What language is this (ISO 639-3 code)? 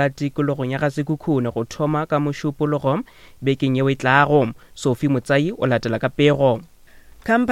nso